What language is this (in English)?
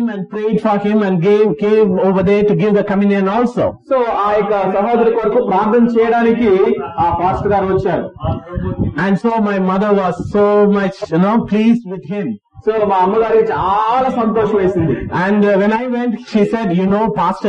Telugu